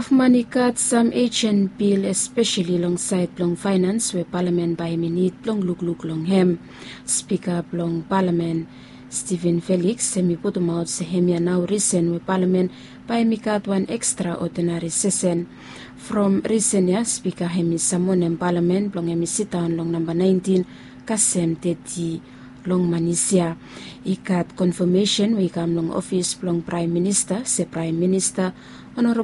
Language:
Bislama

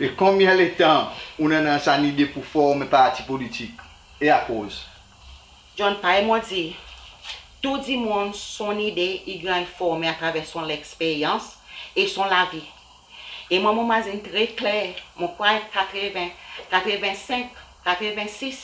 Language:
Seselwa Creole French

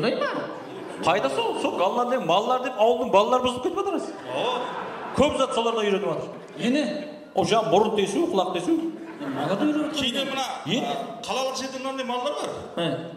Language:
Kara-Kalpak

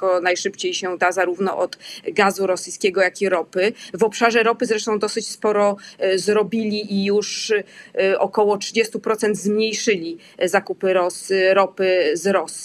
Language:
Polish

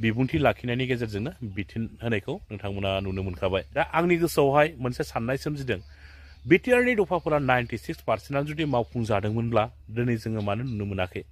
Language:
Bodo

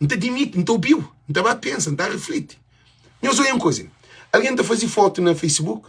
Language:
Kabuverdianu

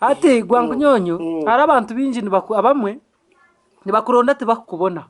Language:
Nyankole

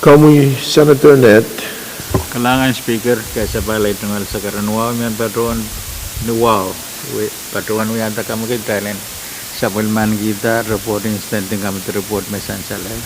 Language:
Pohnpeian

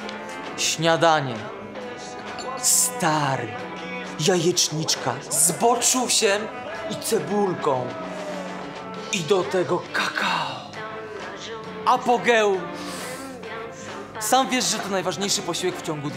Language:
Polish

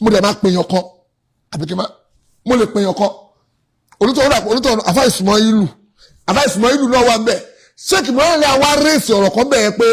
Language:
Yoruba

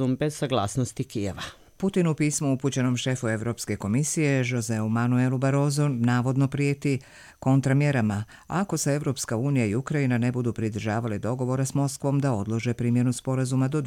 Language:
Croatian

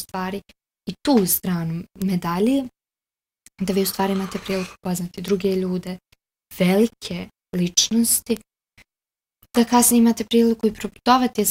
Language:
Bosnian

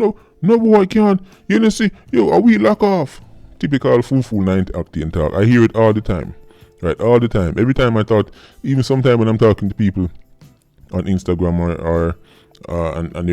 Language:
Jamaican Creole English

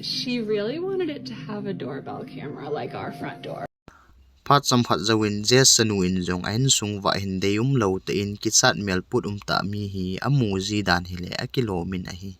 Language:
Thado Chin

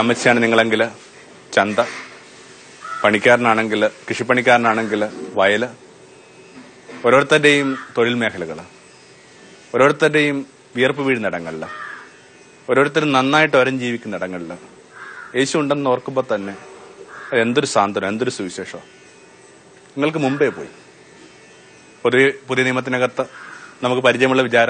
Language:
Malayalam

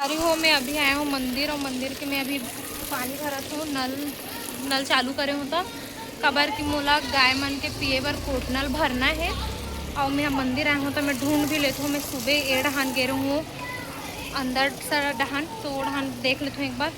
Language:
Chhattisgarhi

